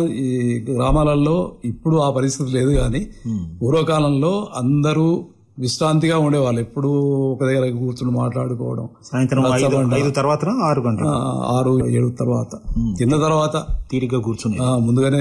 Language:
Telugu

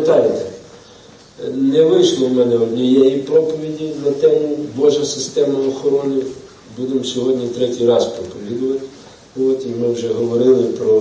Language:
Ukrainian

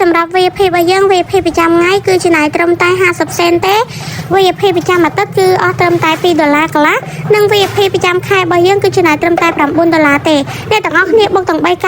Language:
Khmer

